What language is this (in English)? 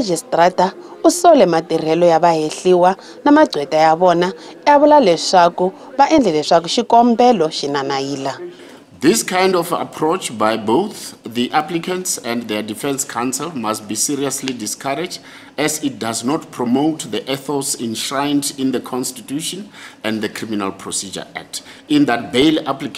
Tsonga